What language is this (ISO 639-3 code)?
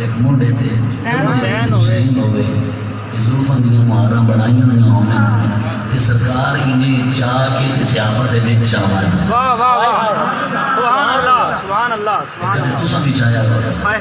skr